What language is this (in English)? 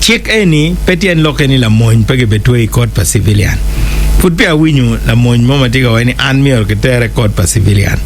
Acoli